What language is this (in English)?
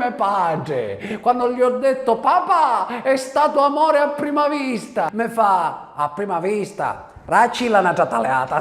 Sicilian